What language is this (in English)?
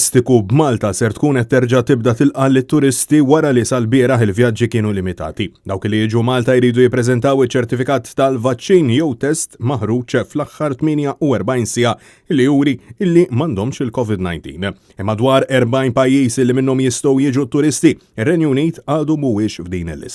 Maltese